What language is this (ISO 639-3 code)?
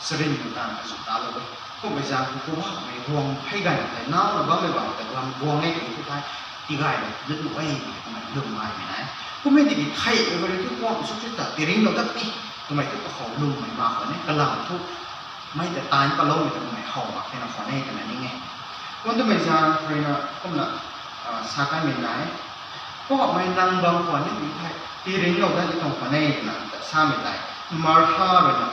nbu